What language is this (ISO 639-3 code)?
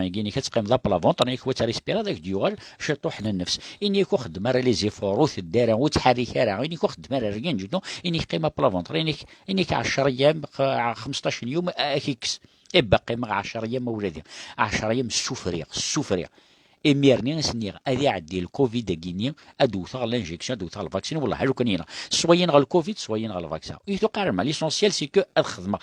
kab